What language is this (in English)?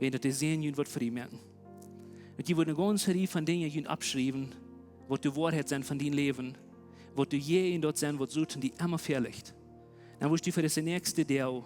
Plautdietsch